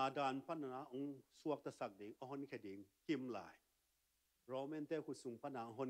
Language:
Tedim Chin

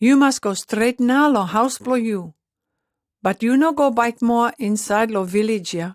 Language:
Pijin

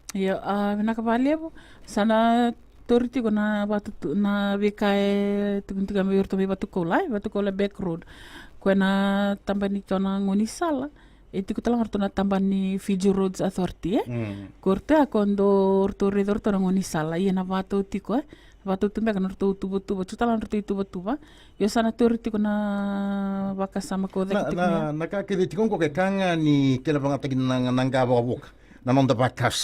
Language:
Fijian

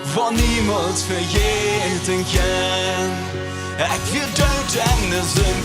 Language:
Plautdietsch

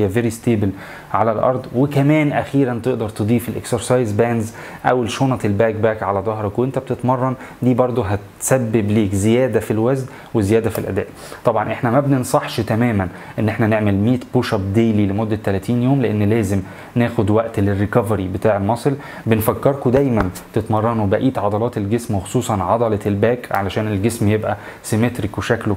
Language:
Egyptian Arabic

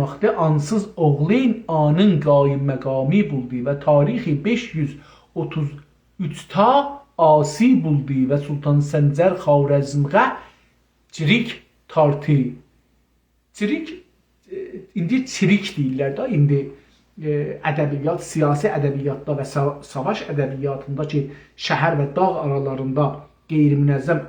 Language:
South Azerbaijani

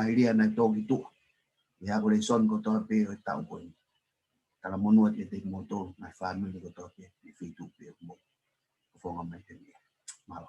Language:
Tongan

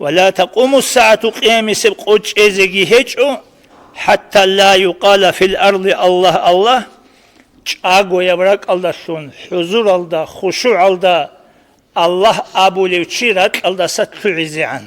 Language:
Avaric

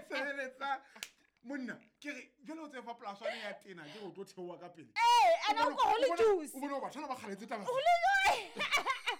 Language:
Southern Sotho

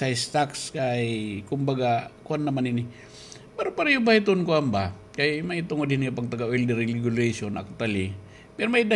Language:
Waray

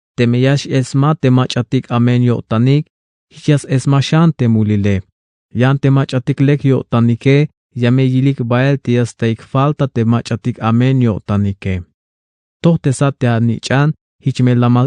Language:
Tzeltal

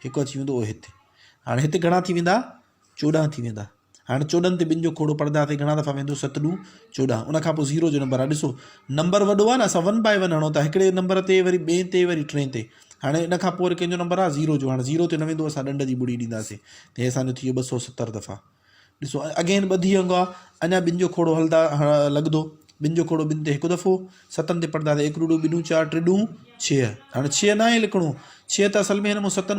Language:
Sindhi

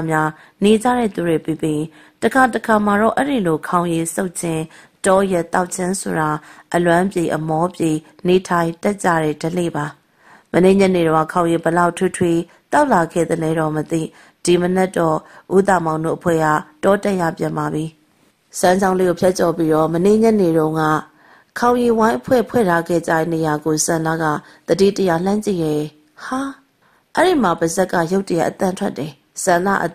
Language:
Burmese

